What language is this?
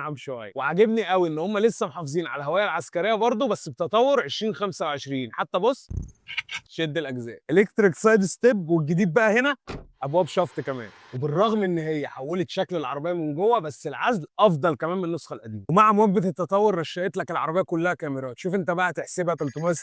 Egyptian Arabic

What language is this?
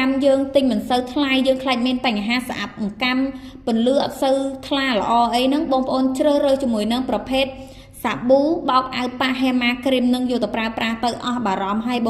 Khmer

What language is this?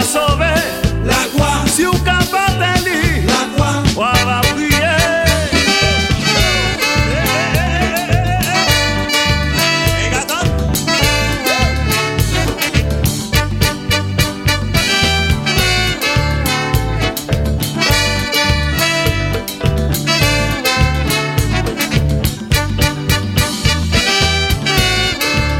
French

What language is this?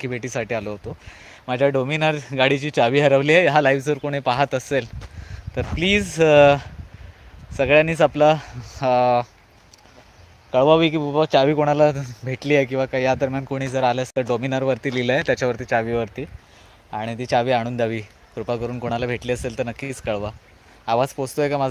Marathi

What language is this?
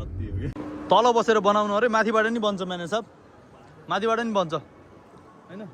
Nepali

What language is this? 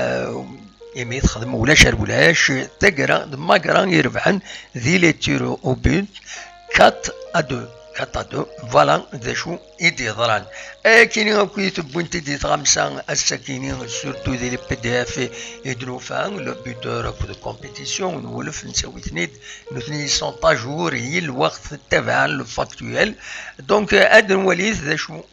Kabyle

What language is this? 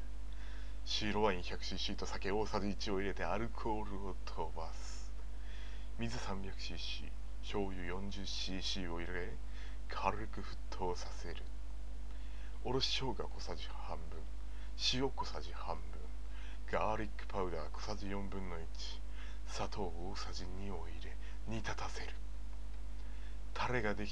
Japanese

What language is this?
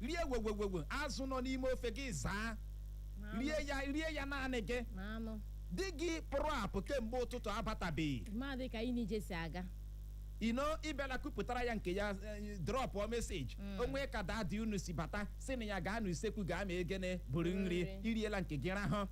Igbo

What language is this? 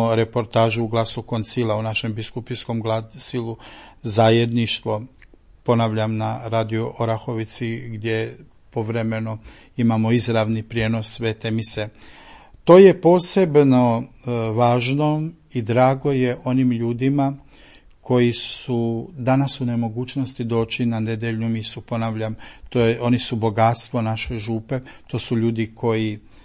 Croatian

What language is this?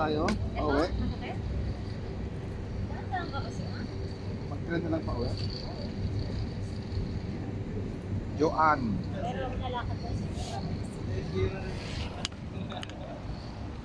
Filipino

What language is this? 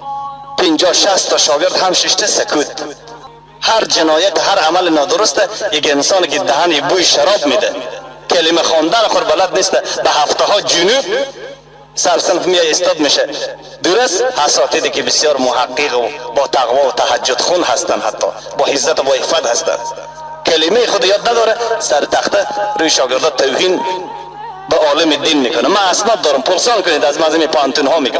Persian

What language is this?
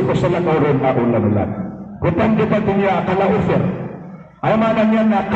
Maranao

